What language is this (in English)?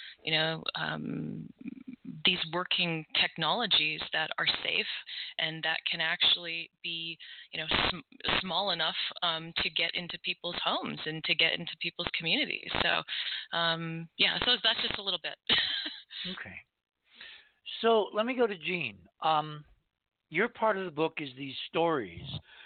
English